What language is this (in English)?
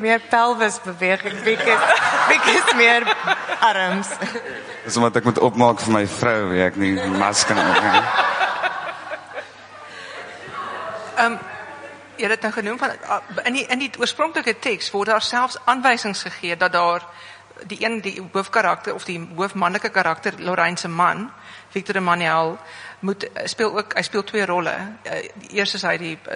Afrikaans